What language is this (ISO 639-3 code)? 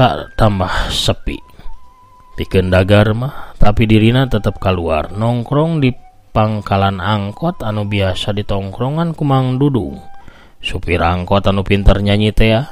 sun